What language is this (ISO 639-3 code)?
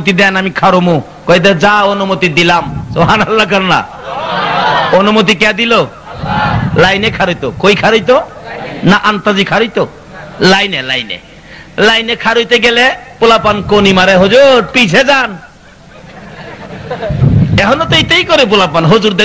ben